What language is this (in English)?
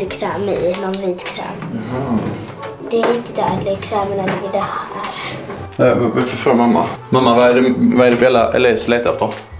Swedish